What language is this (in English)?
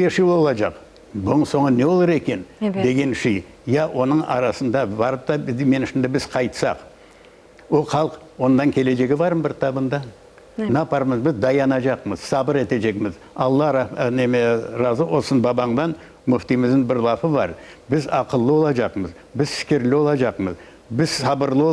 Crimean Tatar